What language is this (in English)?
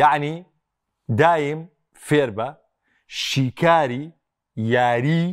Central Kurdish